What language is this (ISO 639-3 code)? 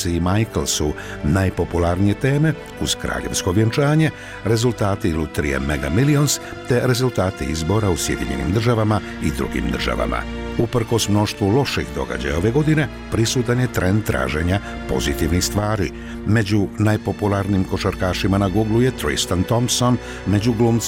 bos